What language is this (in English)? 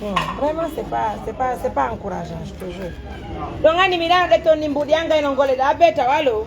Fula